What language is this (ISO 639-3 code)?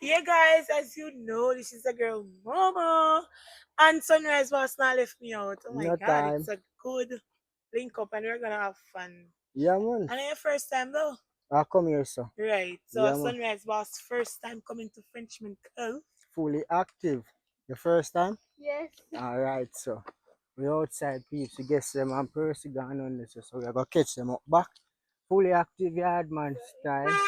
jam